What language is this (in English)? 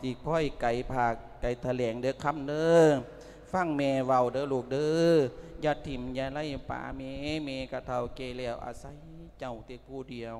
Lao